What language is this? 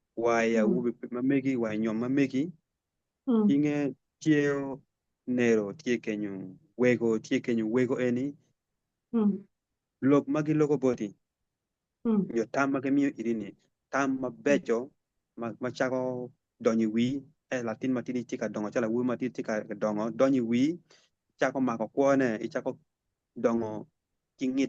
Acoli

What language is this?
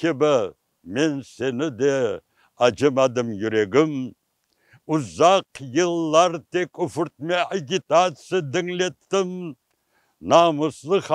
Crimean Tatar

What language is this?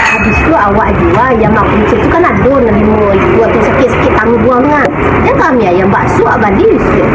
Minangkabau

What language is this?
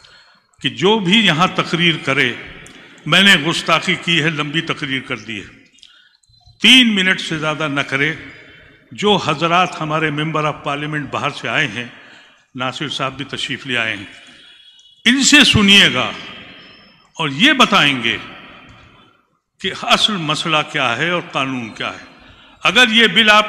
Urdu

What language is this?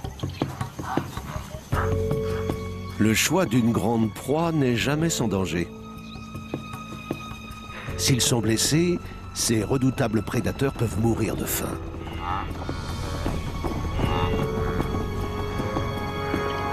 French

